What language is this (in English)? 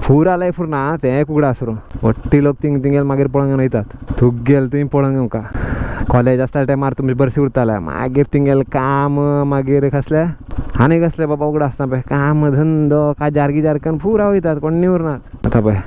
Konkani